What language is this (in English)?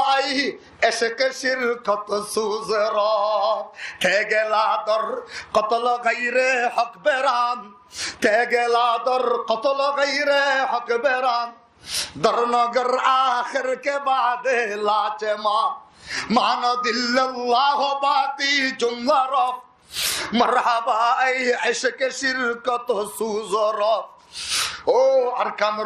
Rohingya